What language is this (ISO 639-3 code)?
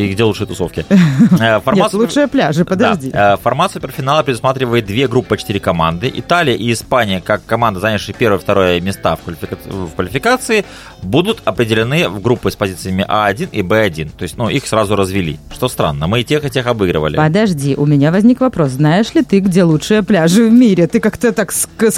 rus